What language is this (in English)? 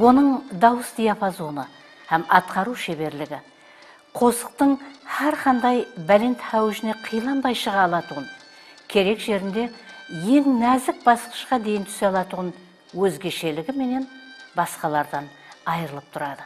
Kara-Kalpak